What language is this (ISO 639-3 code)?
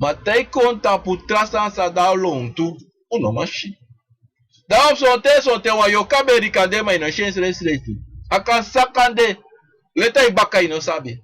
srn